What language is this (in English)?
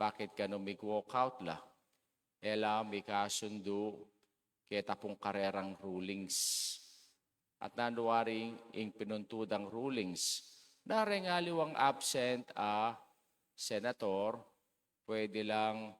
Pampanga